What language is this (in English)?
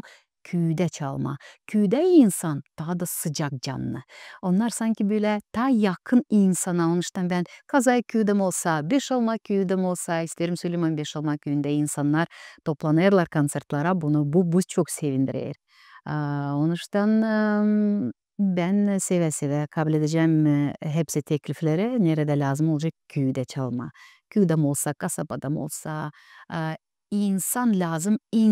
Gagauz